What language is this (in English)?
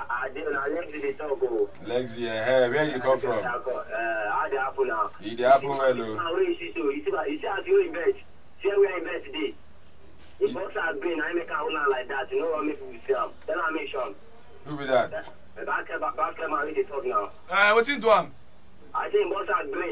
Nigerian Pidgin